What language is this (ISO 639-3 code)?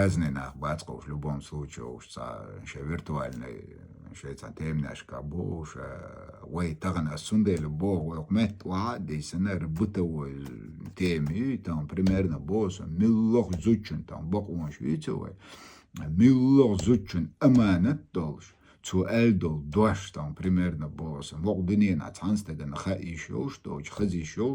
che